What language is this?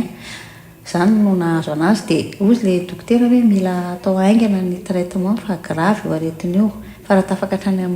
Malagasy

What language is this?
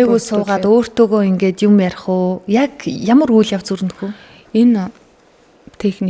Mongolian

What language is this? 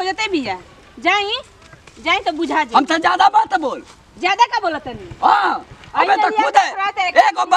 Bhojpuri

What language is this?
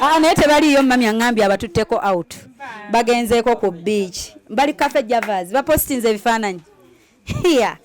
Ganda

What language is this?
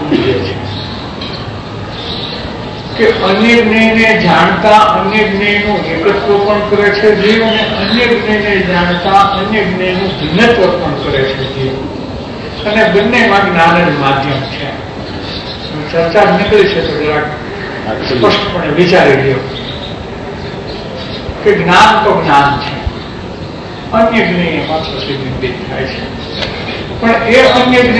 Gujarati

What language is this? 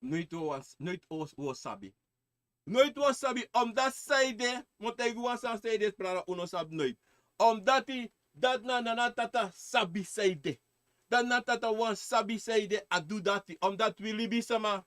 Sranan Tongo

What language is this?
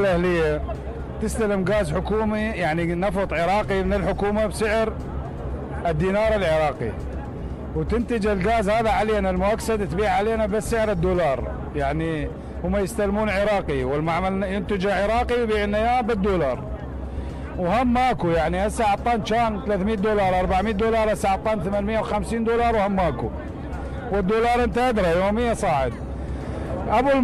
Mesopotamian Arabic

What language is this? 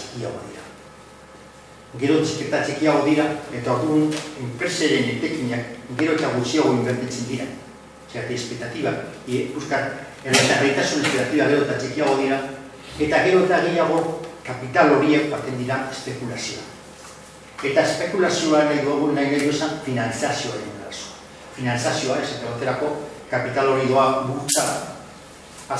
Basque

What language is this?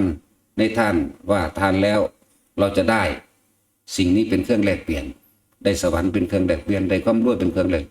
Lao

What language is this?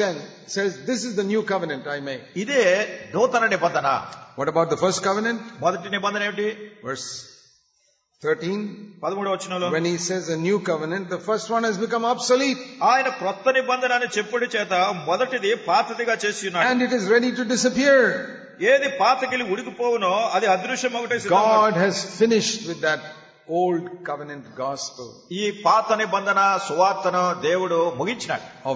Telugu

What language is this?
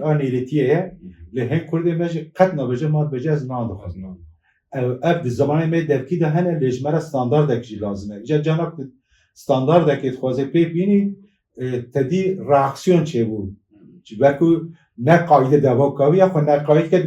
Kurdish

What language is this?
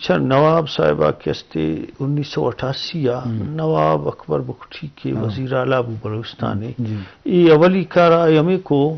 Eastern Balochi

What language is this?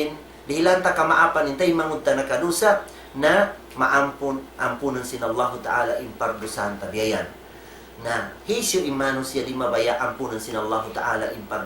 Tausug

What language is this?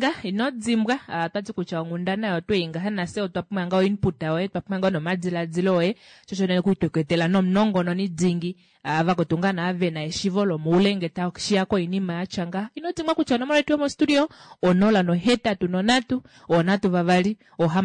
Kuanyama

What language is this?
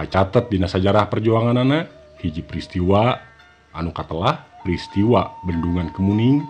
Sundanese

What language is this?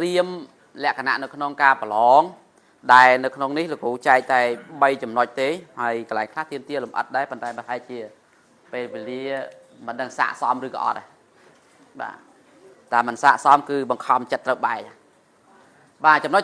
Khmer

